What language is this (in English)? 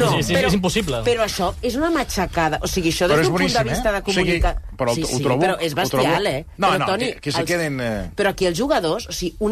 Catalan